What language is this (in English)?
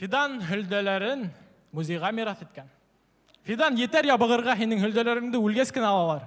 Bashkir